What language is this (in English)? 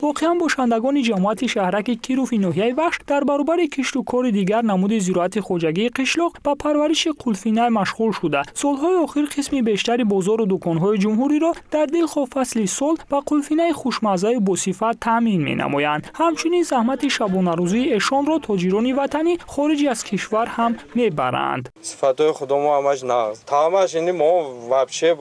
Tajik